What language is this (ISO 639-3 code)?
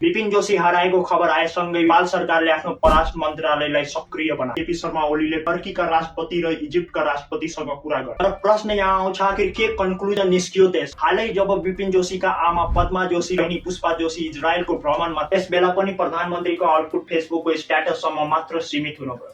nep